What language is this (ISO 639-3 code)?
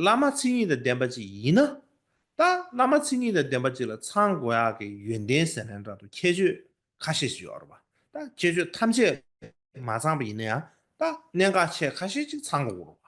bod